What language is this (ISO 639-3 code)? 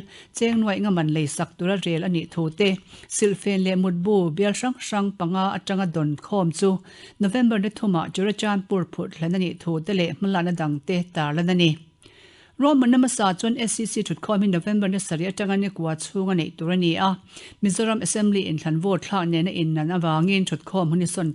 lus